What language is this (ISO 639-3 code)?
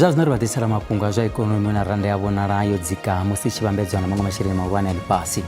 ven